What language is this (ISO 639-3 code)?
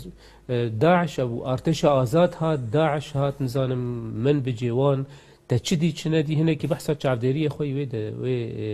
kur